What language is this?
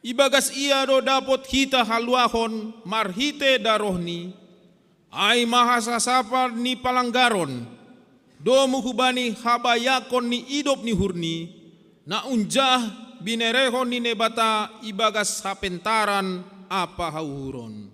Batak Simalungun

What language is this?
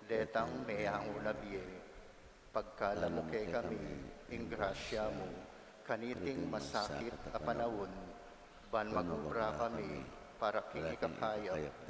Pampanga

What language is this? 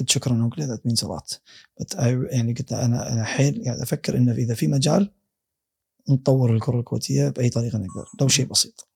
Gulf Arabic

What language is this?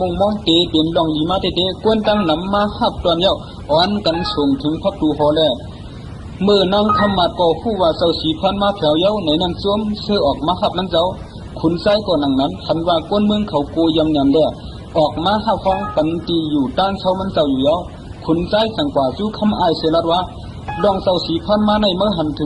Shan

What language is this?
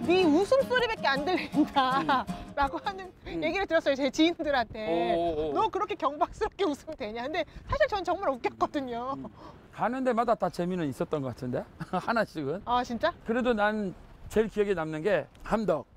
Korean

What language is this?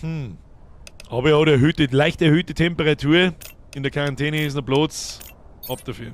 Bavarian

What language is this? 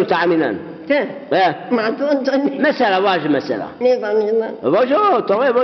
Zaza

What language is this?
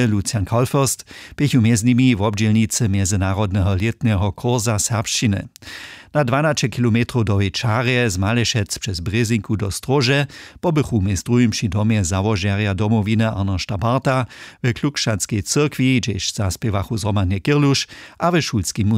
Upper Sorbian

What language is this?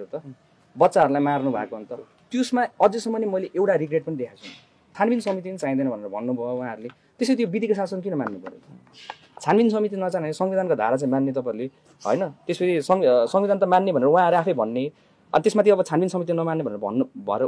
Nepali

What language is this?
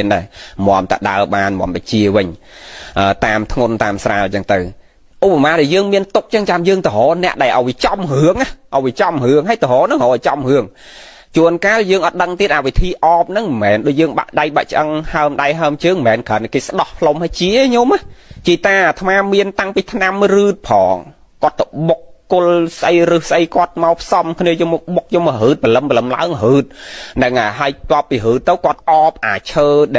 Khmer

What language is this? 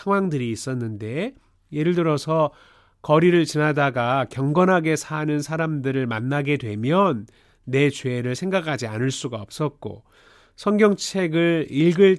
Korean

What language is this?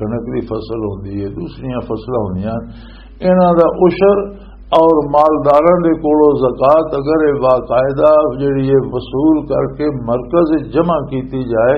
Western Panjabi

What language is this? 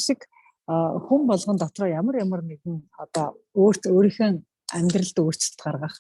Mongolian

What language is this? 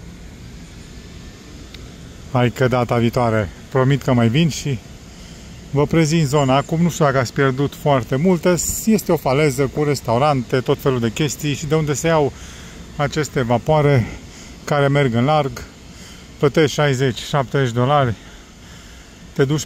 Romanian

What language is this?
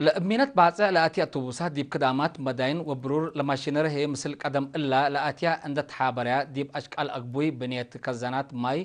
Tigre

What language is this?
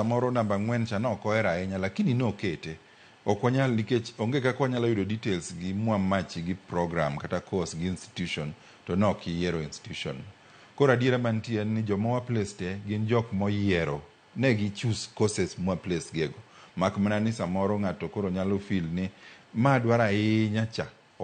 Luo (Kenya and Tanzania)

